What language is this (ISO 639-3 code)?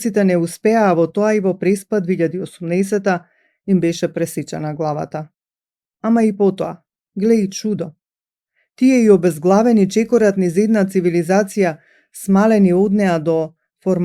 mkd